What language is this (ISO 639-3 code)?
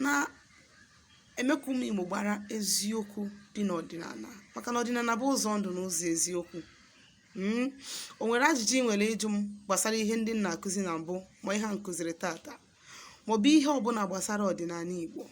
ibo